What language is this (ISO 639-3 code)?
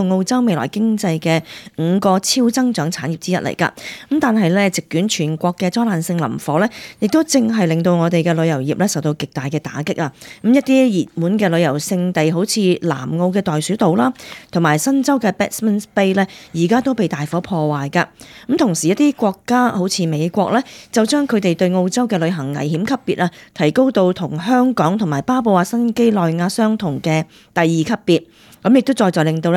yue